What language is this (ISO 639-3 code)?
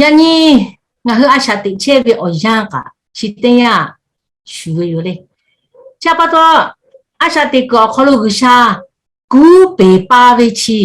lhu